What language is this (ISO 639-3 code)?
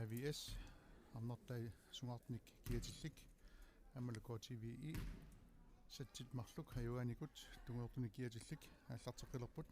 kal